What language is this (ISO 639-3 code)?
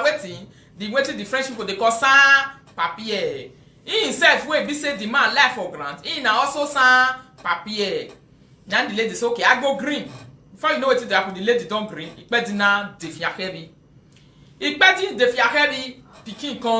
pcm